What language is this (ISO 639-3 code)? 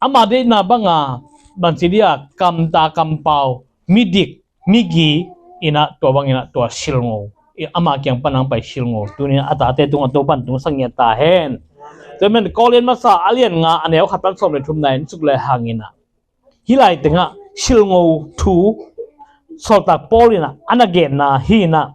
ctd